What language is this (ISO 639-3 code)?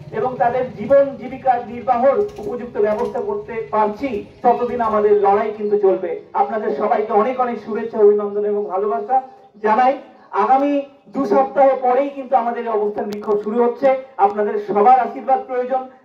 ben